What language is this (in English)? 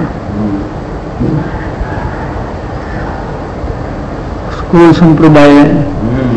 Gujarati